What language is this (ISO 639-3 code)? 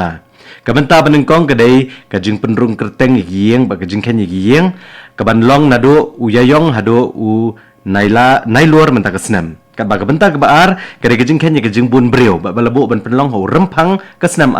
kha